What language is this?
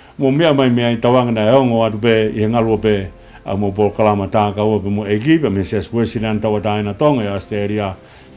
Tongan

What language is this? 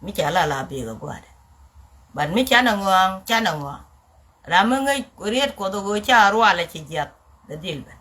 Nuer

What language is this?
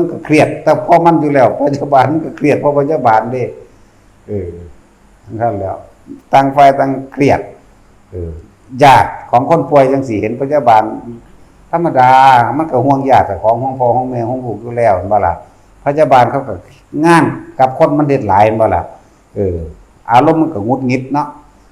Northeastern Thai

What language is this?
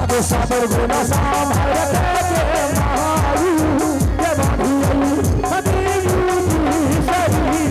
Angika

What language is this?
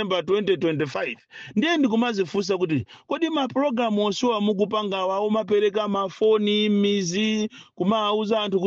Nyanja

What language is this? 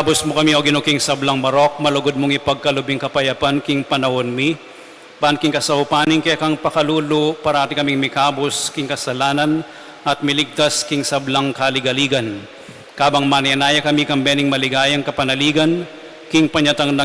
Pampanga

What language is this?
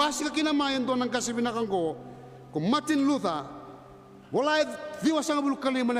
Fijian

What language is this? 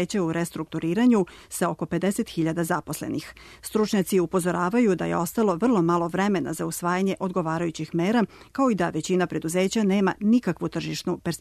Serbian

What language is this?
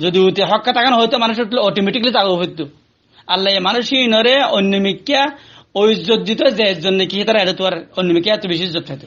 Rohingya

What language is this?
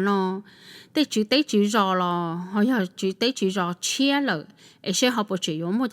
Hmong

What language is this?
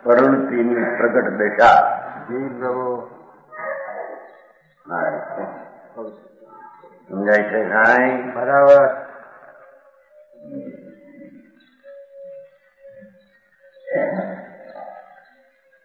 Gujarati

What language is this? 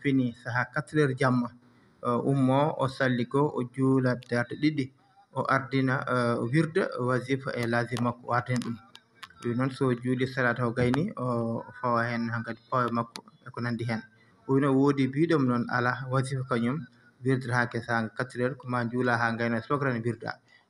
Fula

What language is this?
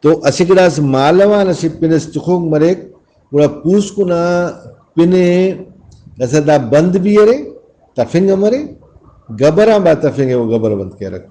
Brahui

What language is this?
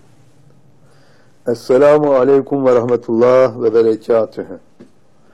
Turkish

